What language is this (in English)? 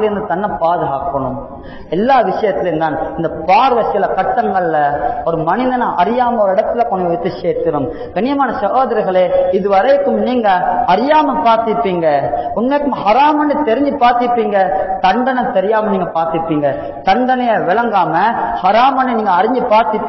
Tamil